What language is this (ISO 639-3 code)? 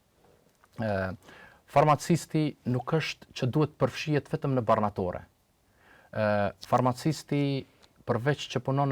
sqi